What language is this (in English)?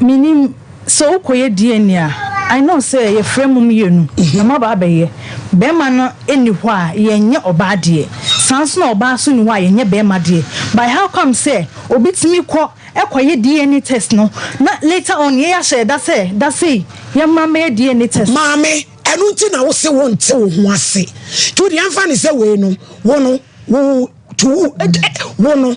Akan